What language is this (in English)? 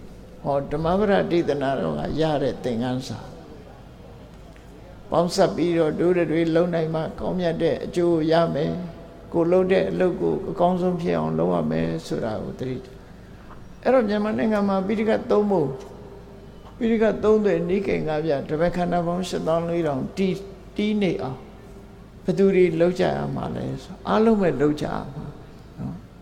Burmese